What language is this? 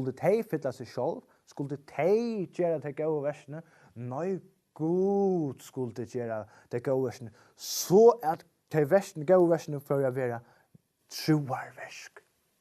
Faroese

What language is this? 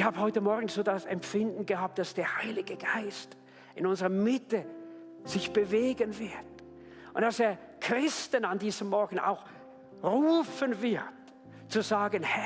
Swiss German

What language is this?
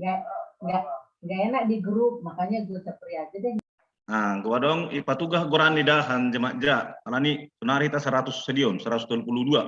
Batak Simalungun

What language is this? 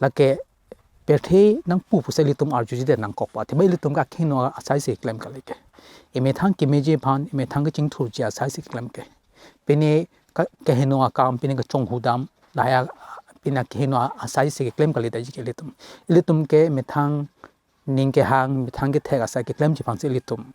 Karbi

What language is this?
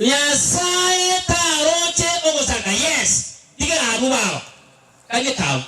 Gusii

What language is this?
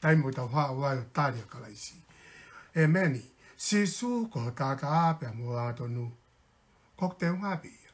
Tongan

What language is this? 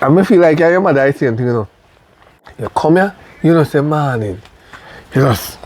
Jamaican Creole English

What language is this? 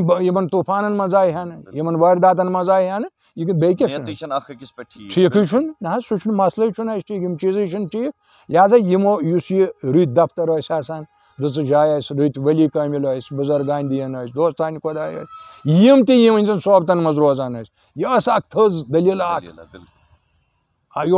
Kashmiri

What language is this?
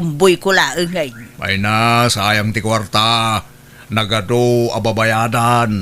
Iloko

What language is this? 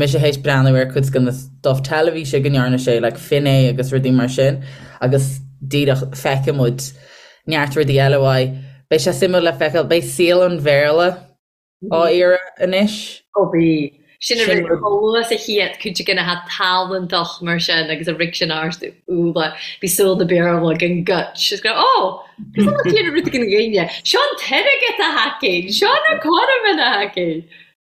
Irish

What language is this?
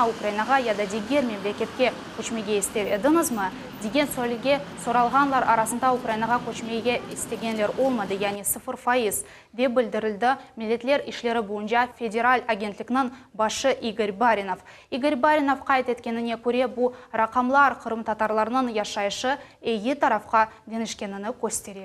Crimean Tatar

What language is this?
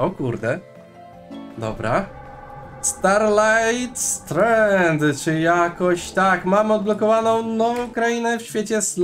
Polish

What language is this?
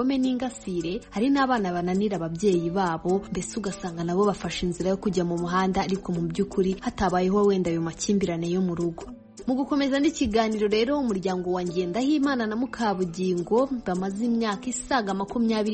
Kinyarwanda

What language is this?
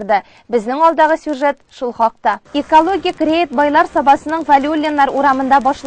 Tatar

